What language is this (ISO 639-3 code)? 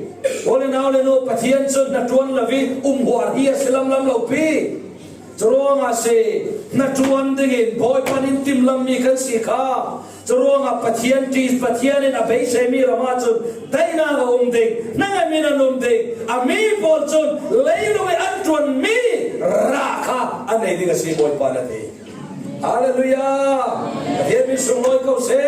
cfm